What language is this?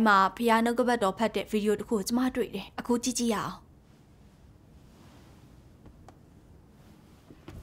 Burmese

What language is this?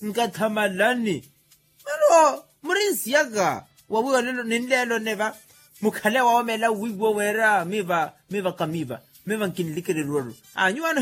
Makhuwa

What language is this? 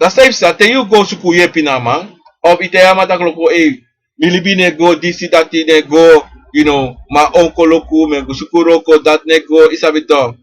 Sranan Tongo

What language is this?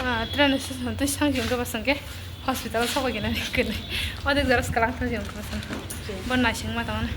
Kok Borok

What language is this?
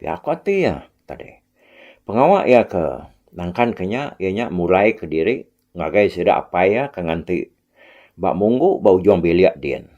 Iban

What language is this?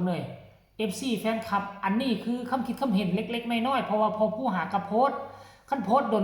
Northeastern Thai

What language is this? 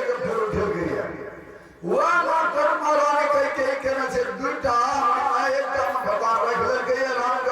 Maithili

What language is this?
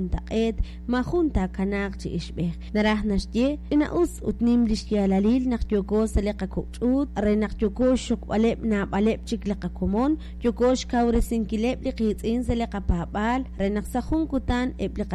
Kekchí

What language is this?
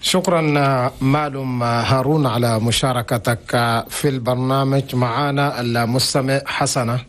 Chadian Arabic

